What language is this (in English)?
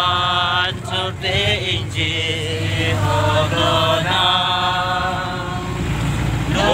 Karbi